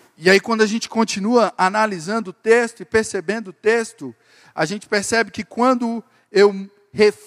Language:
Portuguese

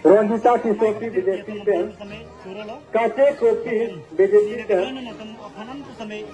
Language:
Karbi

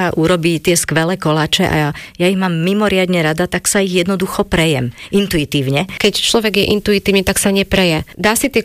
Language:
Slovak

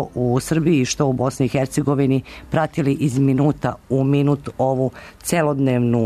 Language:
Serbian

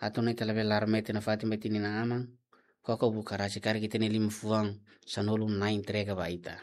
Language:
Tetum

